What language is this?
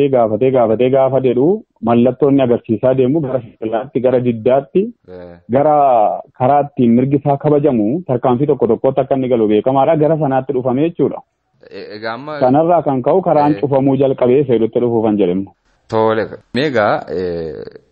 Oromo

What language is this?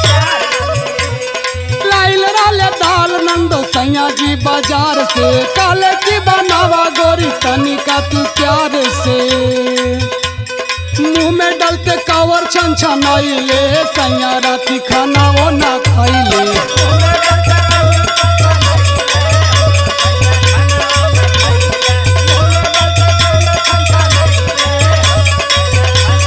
Bhojpuri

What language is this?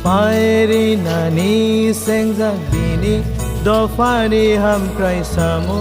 Kok Borok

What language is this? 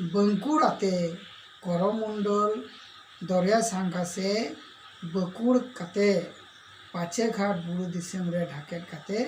Santali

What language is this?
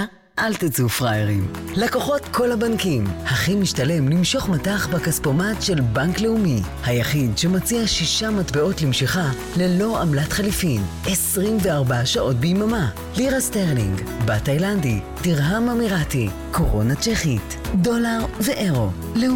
Hebrew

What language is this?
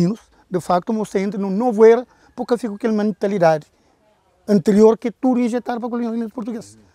Kabuverdianu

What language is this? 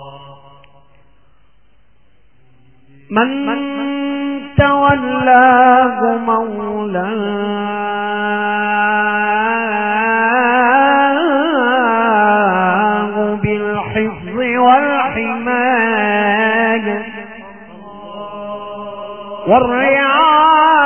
Arabic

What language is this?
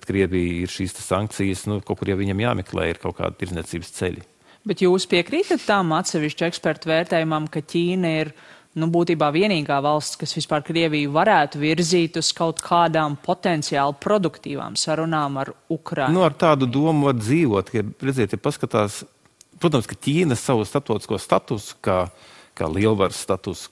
Latvian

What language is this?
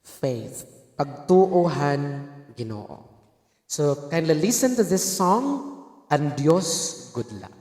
Waray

